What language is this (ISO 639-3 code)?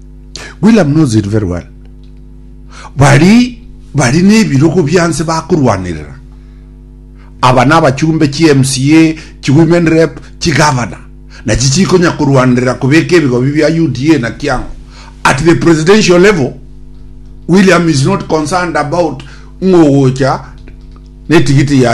guz